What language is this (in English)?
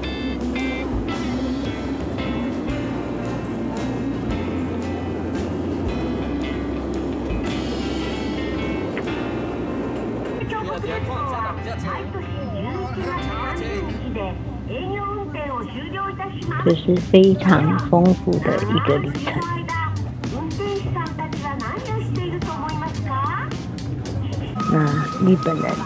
Chinese